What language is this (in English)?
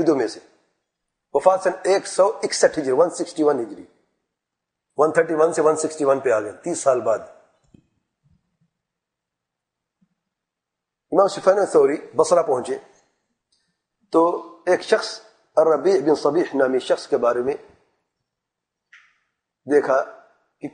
Urdu